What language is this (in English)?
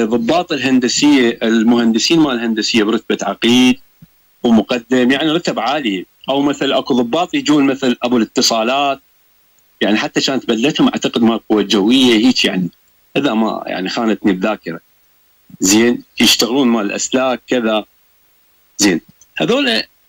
Mesopotamian Arabic